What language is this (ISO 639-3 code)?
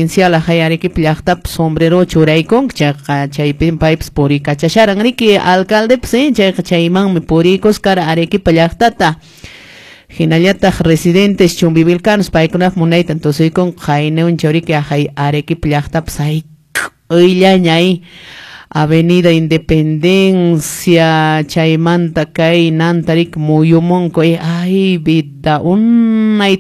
que